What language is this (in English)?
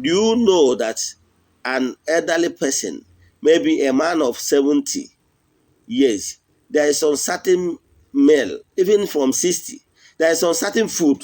Igbo